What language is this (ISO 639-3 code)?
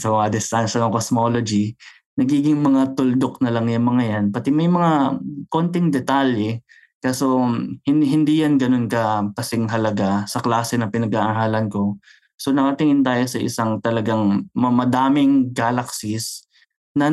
fil